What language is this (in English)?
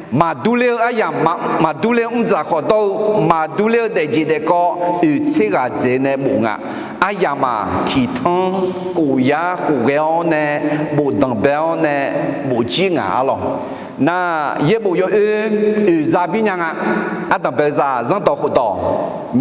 Akha